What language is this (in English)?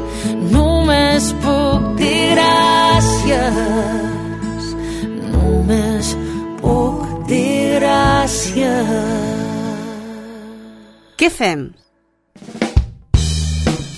Catalan